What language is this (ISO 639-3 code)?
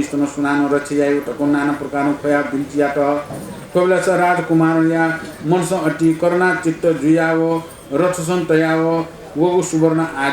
new